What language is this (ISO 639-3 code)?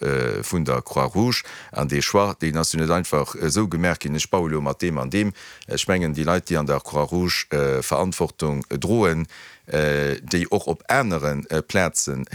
ltz